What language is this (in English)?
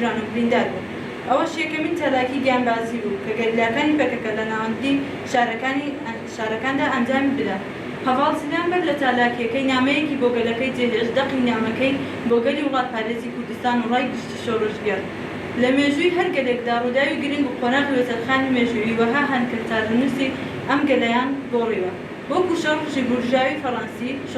Central Kurdish